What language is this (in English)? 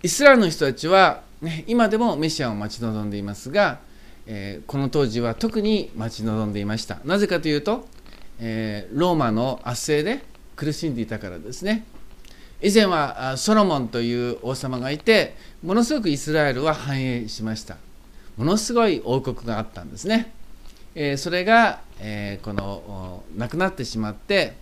Japanese